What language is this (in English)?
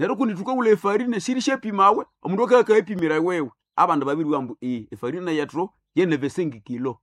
Nande